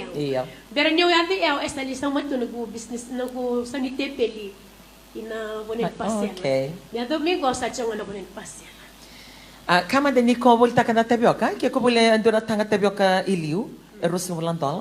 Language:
Fijian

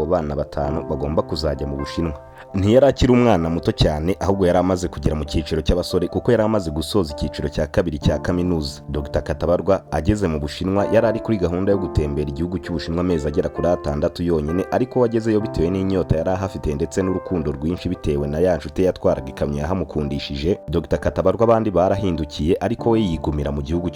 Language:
Kinyarwanda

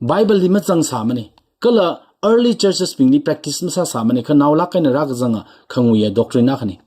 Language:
Tangkhul Naga (India)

